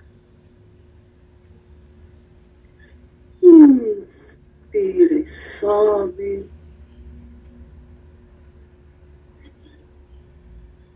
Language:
Portuguese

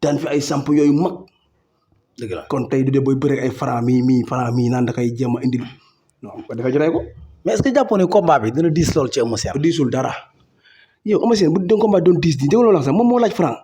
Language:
Wolof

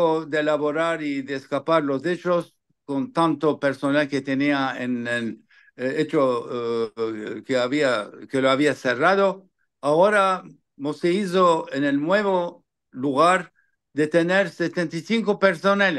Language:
Ladino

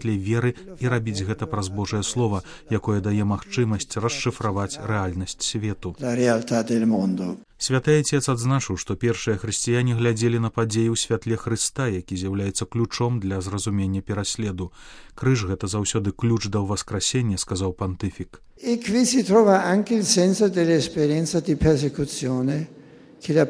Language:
Belarusian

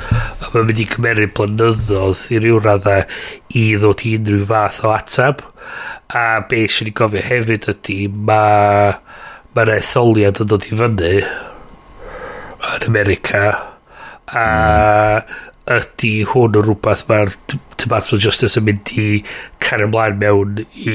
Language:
Welsh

